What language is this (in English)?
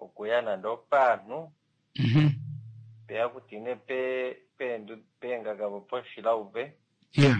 Kuanyama